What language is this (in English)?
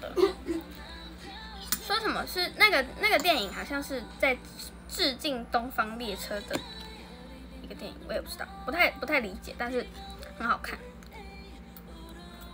Chinese